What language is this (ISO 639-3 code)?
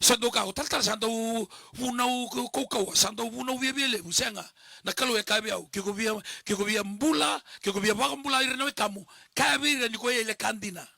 fij